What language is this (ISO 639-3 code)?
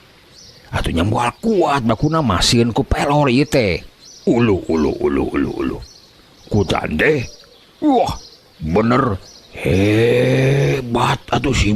sun